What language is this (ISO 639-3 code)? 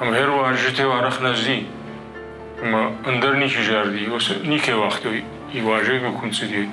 oss